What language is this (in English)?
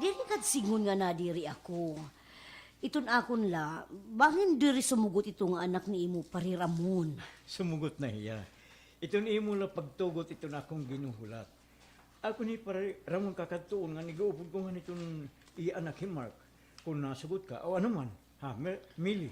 Waray